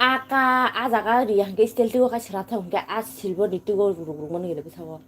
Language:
Kok Borok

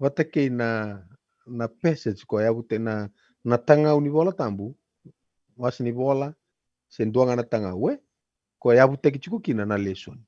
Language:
Fijian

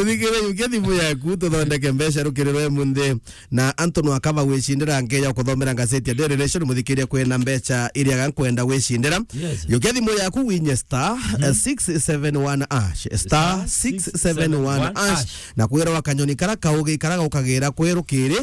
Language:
Meru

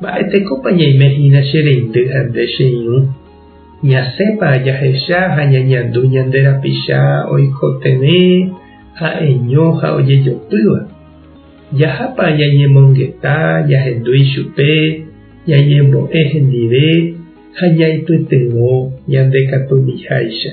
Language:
Guarani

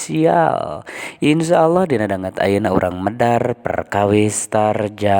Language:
Sundanese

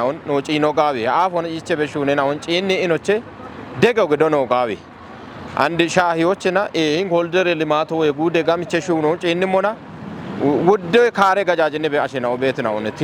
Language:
Kafa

